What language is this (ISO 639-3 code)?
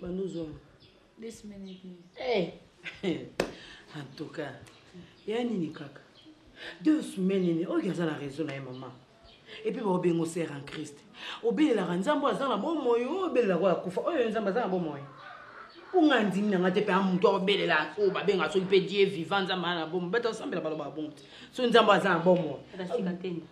lin